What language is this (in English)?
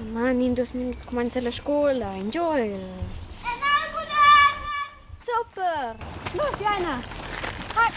Romansh